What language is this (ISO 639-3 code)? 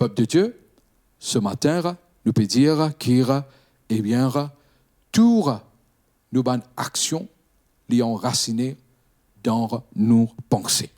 mfe